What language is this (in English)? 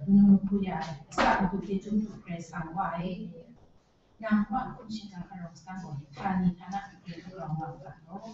Kachin